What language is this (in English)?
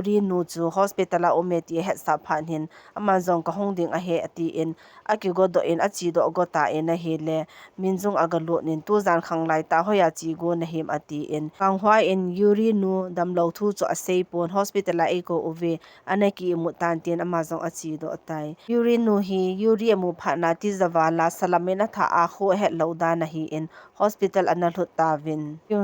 Thado Chin